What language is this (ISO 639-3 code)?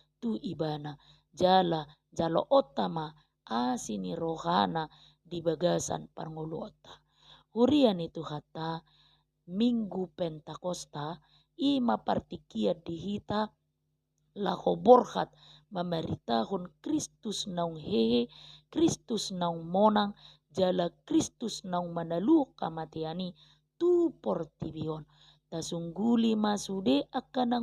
bbc